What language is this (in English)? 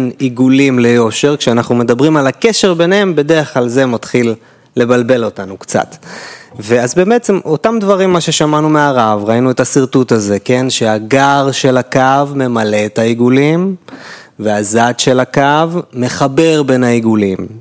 Hebrew